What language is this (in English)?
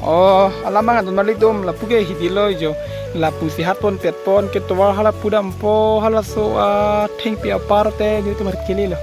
Karbi